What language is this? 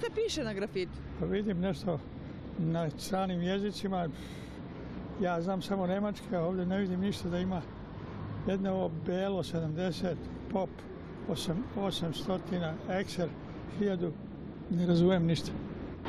Serbian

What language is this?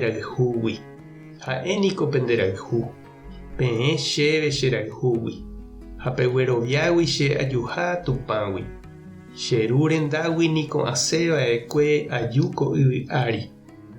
Guarani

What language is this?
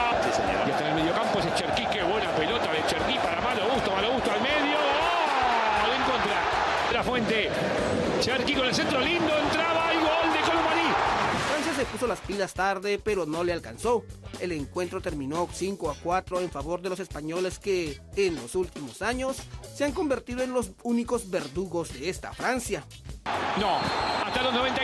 Spanish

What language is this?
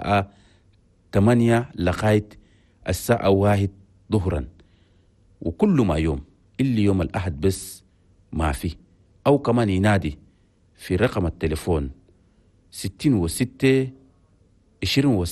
Chadian Arabic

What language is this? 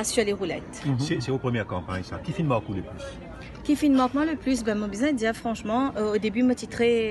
Morisyen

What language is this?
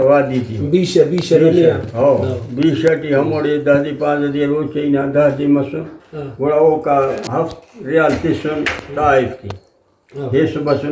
Brahui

